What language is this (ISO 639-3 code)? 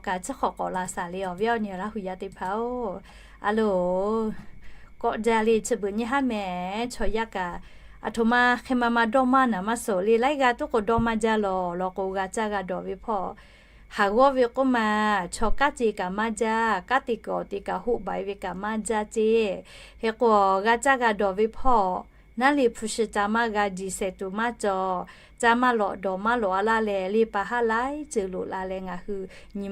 lhu